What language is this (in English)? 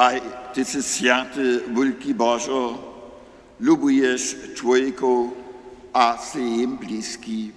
Upper Sorbian